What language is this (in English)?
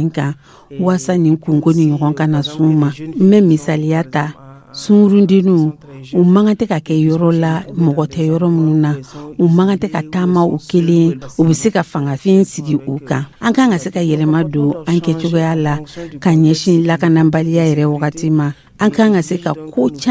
Dyula